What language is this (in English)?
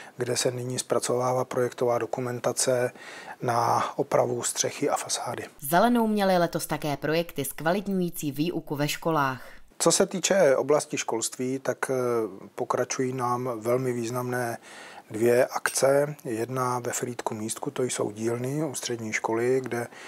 Czech